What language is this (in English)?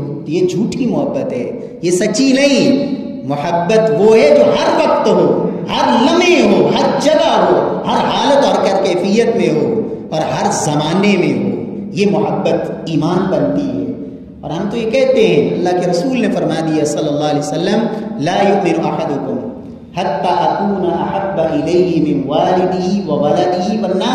Urdu